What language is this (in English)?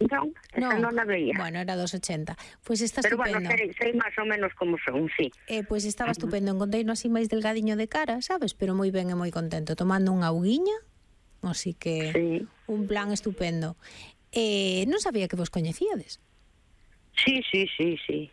Galician